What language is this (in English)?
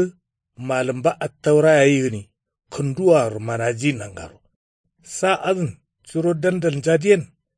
Kanuri